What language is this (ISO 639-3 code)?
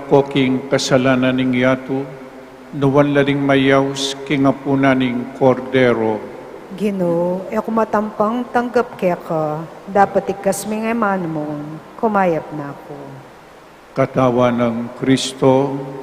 pam